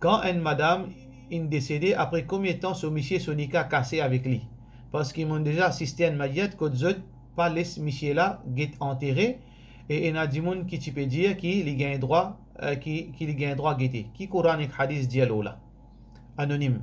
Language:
Morisyen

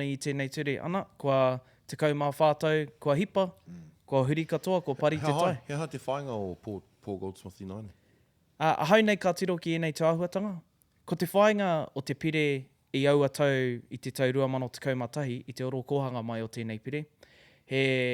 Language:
Māori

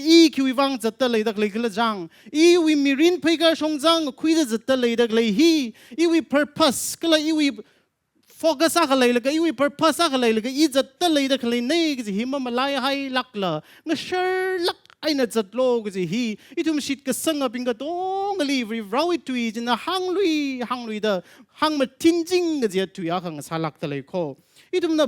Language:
Tangkhul Naga (India)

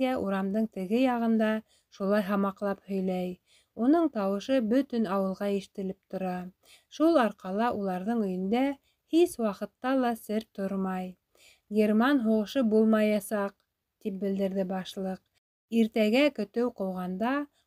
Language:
Bashkir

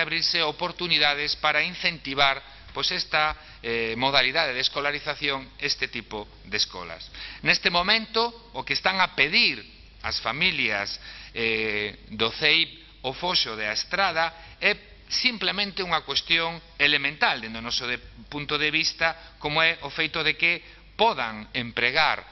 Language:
Galician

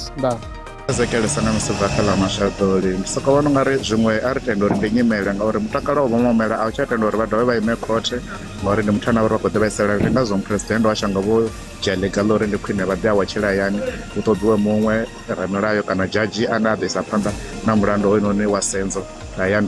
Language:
Venda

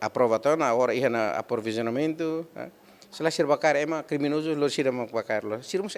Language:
Tetum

